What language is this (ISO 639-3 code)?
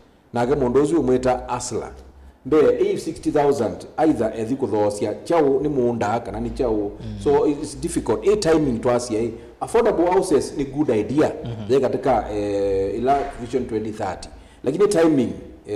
kam